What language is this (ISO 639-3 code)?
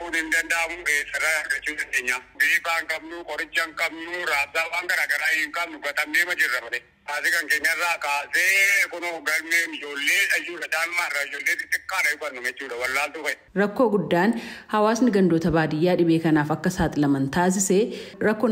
orm